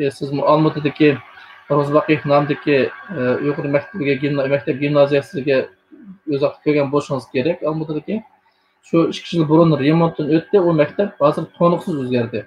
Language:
Uyghur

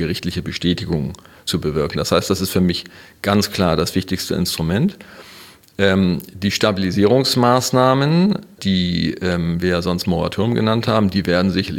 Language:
German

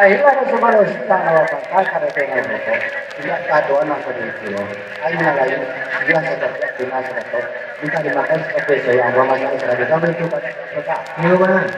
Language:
Minangkabau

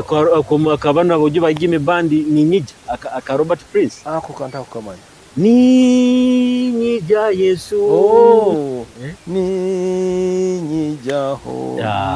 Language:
Nyoro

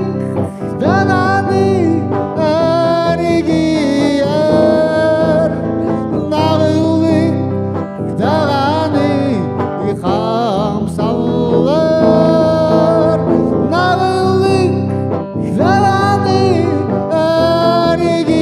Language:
Yakut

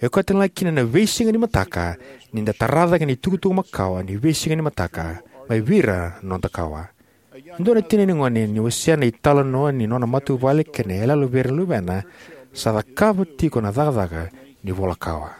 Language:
Fijian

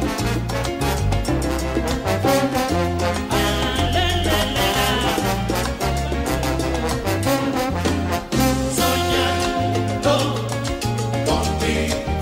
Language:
Spanish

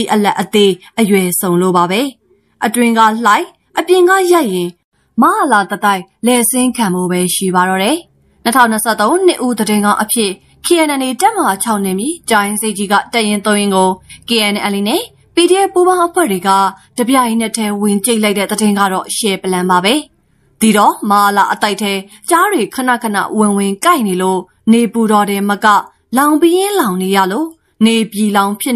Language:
Burmese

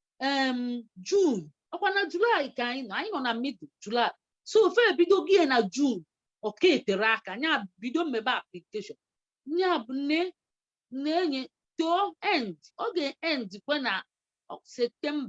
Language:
Igbo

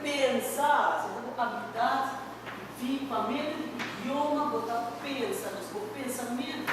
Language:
Papiamento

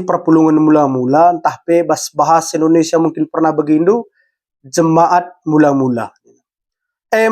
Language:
Batak Karo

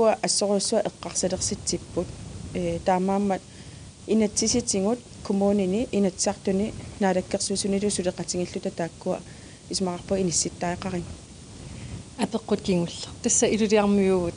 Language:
Kalaallisut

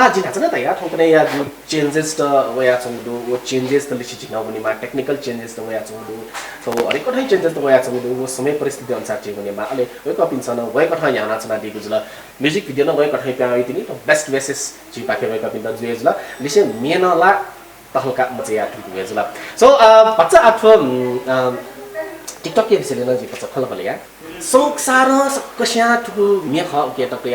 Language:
Newari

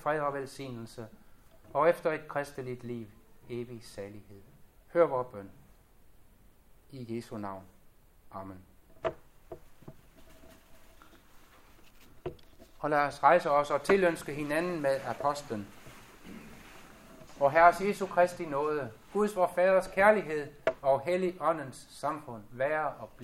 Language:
Danish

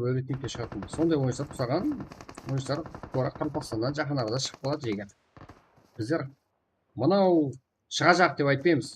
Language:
Kara-Kalpak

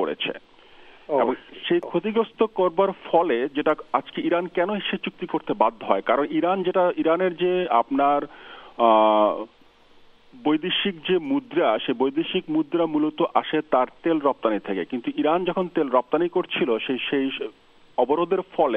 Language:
Bangla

